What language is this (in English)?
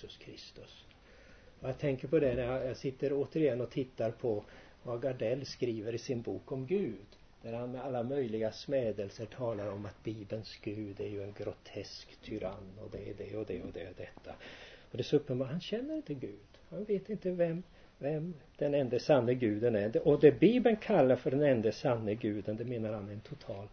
Swedish